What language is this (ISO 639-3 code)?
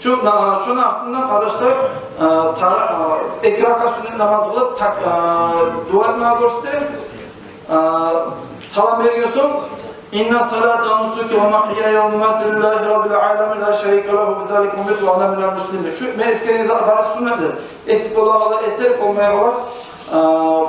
kum